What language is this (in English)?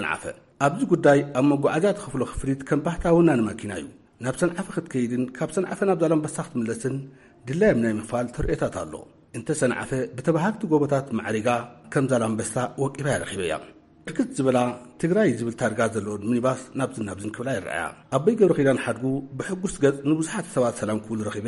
Tigrinya